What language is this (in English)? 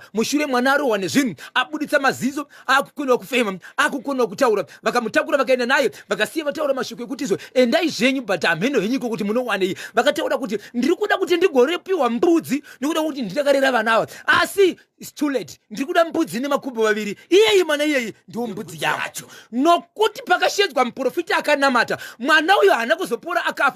Shona